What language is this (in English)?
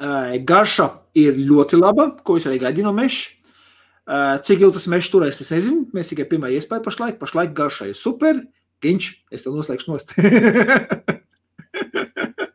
Latvian